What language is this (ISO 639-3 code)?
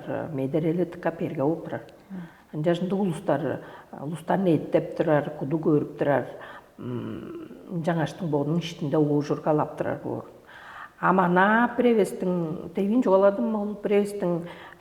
tyv